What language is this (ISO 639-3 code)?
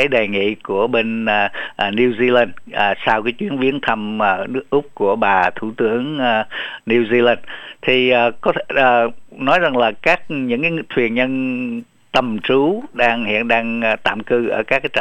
vie